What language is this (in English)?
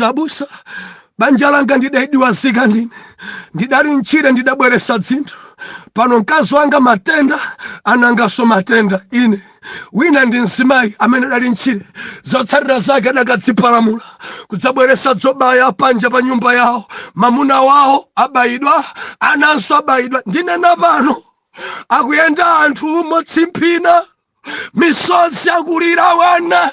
Nyanja